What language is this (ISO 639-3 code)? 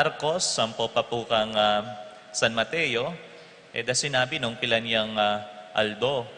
pam